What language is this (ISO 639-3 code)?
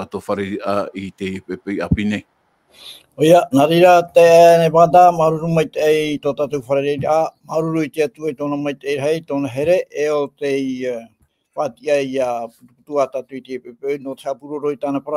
tah